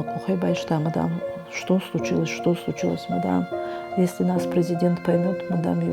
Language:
Ossetic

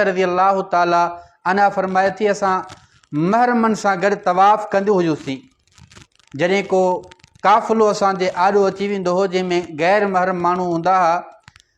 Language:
Sindhi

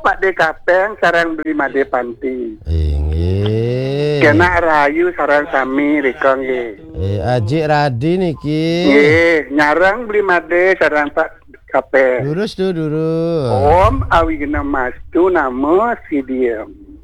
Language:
Balinese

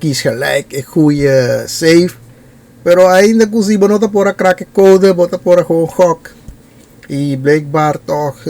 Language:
Papiamento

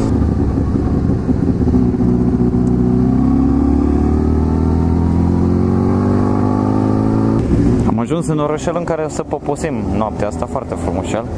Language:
Romanian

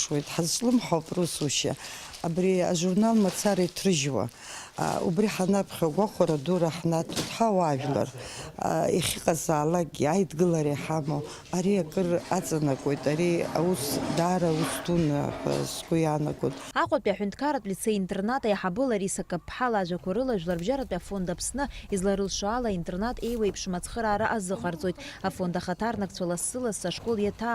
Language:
Abkhazian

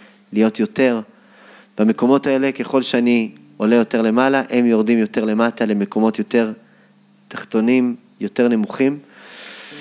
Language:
Hebrew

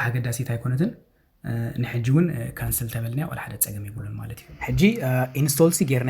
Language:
Tigrinya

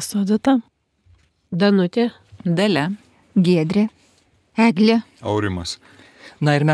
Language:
Lithuanian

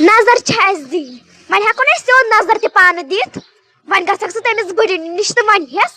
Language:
Kashmiri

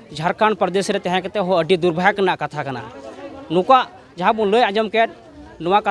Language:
Santali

